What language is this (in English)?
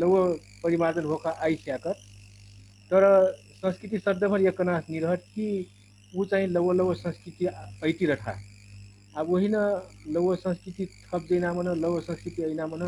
Dangaura Tharu